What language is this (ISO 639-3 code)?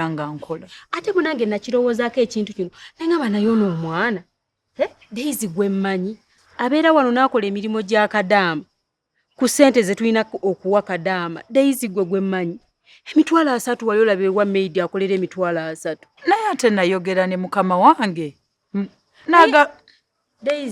lug